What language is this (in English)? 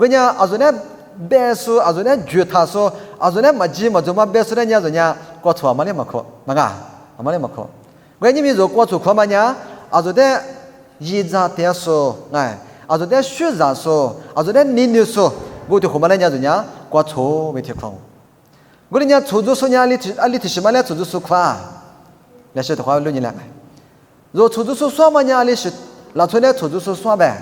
Lisu